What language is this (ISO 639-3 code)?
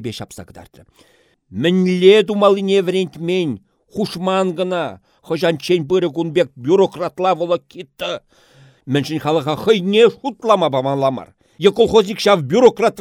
chv